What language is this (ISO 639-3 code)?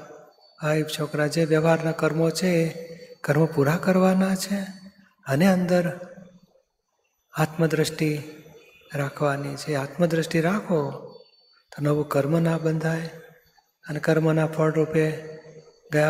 guj